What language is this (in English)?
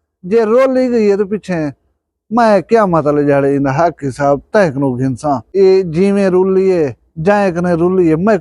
Saraiki